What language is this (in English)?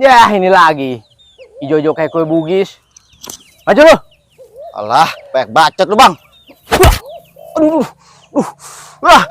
Betawi